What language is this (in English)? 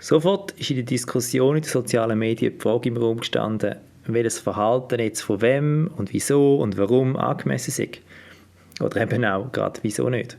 Swiss German